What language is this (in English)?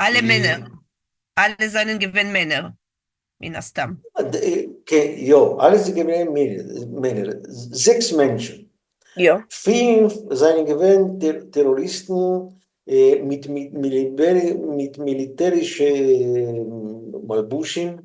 Yiddish